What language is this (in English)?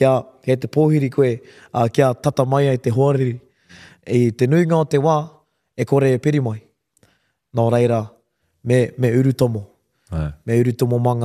Māori